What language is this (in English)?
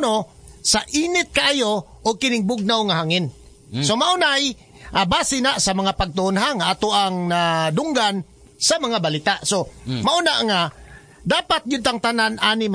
Cebuano